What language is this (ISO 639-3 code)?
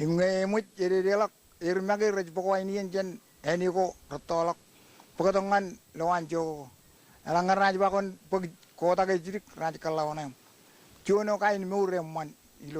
mah